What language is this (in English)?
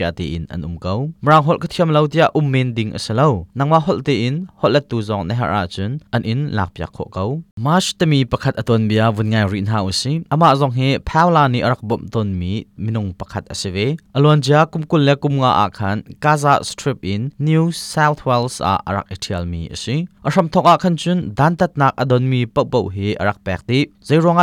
Hakha Chin